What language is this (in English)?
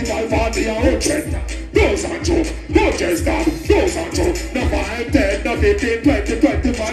Jamaican Creole English